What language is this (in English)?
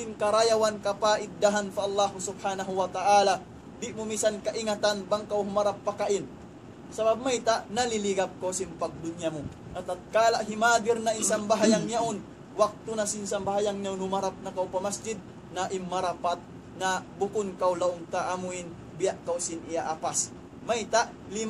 Tausug